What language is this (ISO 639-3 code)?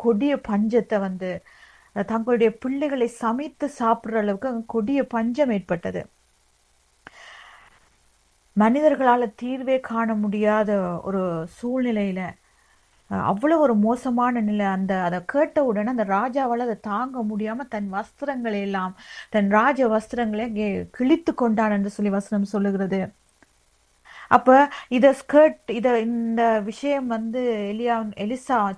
tam